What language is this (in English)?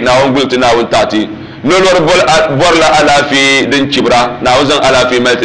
Dagbani